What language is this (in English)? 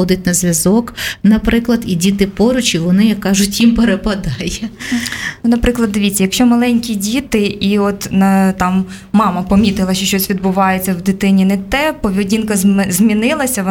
Ukrainian